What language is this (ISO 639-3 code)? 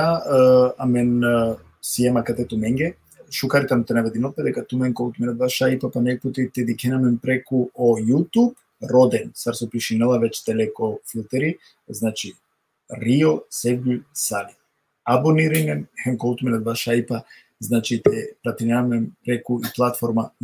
rmn